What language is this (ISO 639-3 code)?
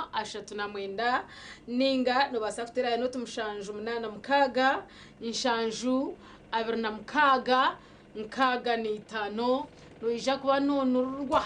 nyn